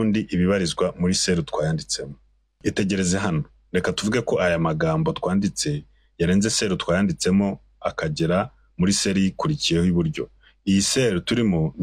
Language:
Kinyarwanda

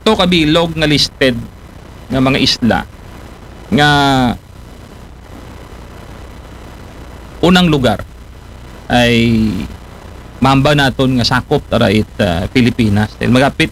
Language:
Aklanon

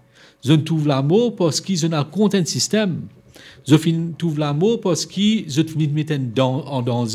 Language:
Morisyen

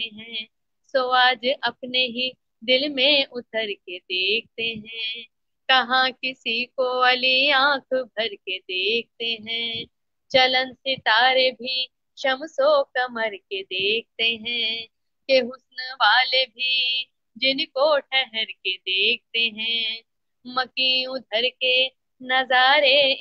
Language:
Urdu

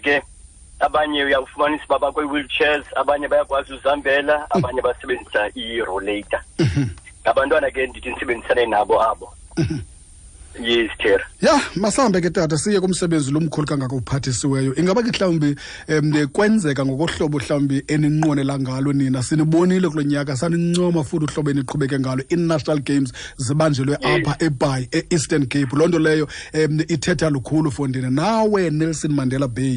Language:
Xhosa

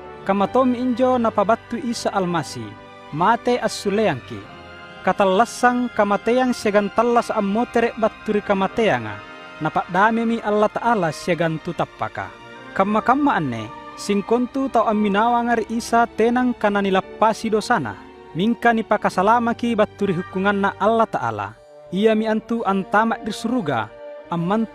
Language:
Makasar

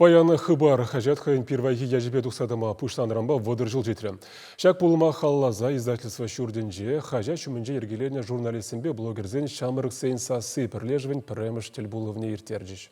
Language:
Chuvash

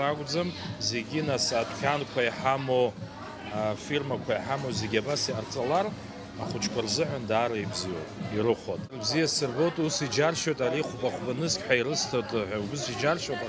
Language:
Abkhazian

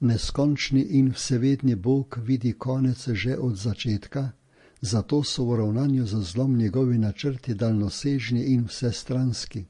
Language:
Slovenian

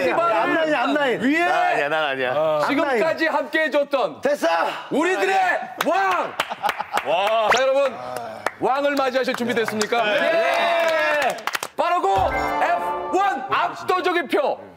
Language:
Korean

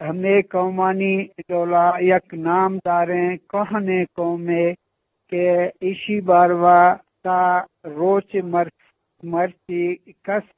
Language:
Eastern Balochi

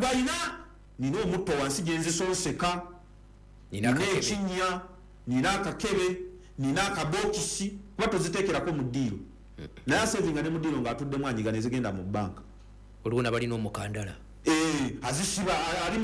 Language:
Ganda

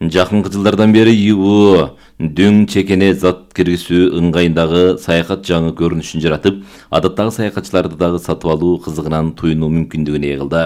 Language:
Kyrgyz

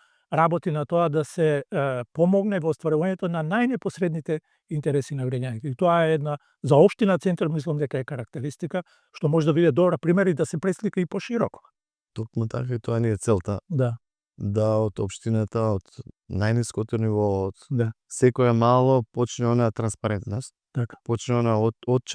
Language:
Macedonian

